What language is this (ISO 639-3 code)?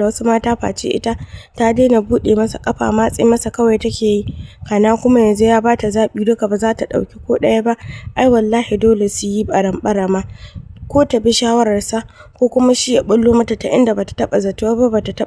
hau